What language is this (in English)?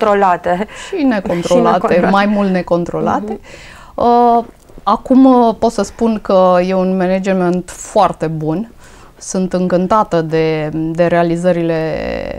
Romanian